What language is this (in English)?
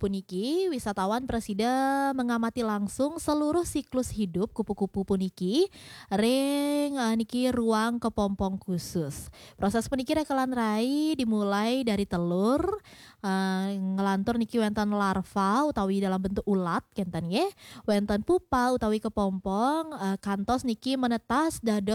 Balinese